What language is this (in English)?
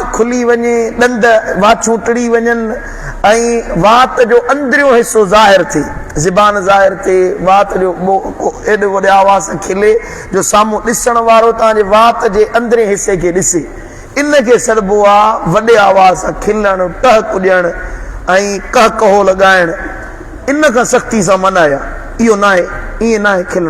Sindhi